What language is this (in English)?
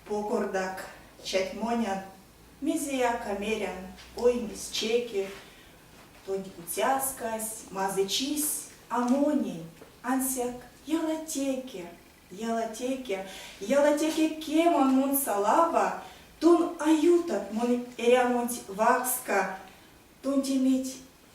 Erzya